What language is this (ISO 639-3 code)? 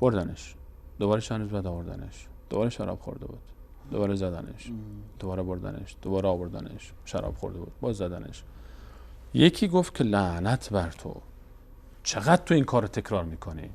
fas